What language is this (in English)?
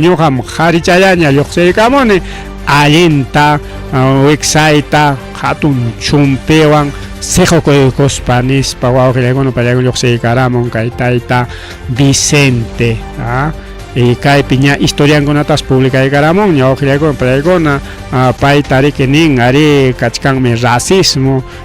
Ayacucho Quechua